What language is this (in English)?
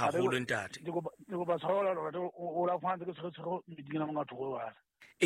Southern Sotho